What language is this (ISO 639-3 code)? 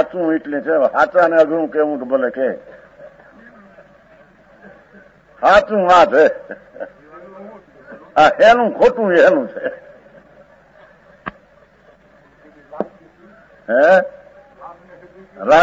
guj